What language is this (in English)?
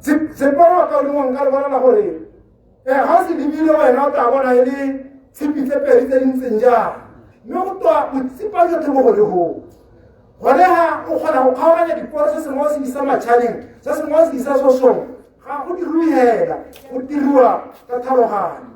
Tswana